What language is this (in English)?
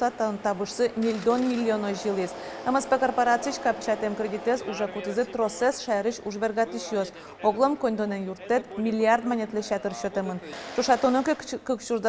Udmurt